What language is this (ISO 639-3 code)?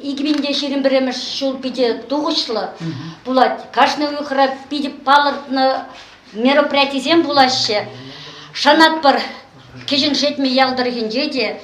chv